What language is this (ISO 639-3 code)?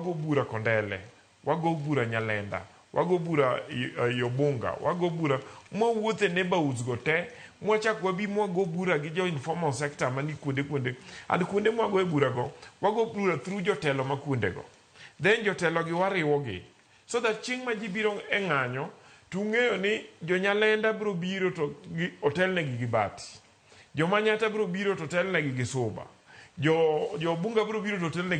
luo